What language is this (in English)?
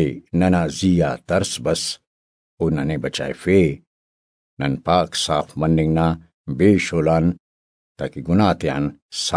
Brahui